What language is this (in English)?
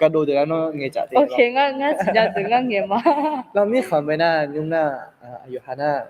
Akha